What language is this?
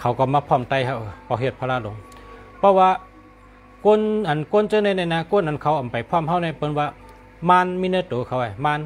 Shan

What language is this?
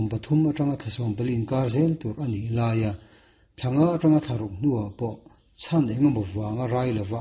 Mizo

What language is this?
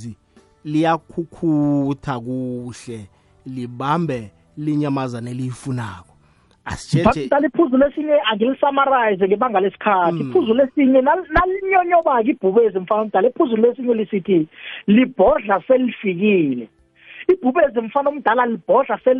South Ndebele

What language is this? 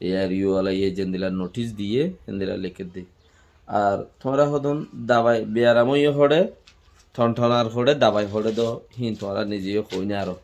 Rohingya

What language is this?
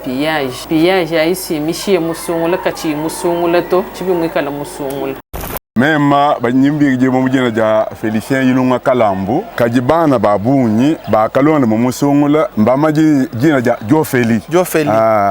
Luba-Lulua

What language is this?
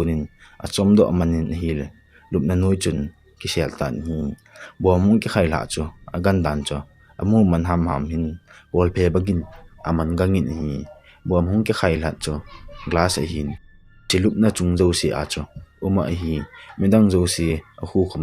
Thado Chin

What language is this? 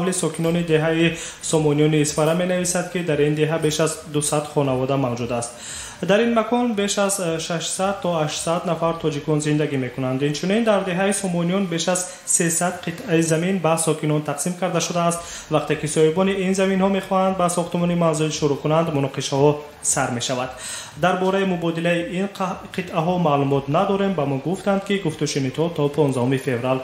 Tajik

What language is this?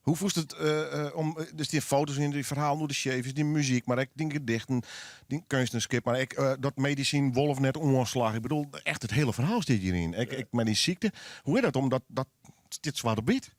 Western Frisian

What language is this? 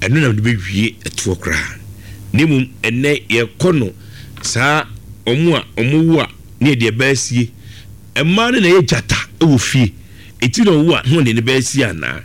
Akan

